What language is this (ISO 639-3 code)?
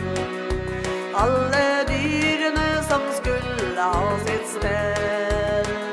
nor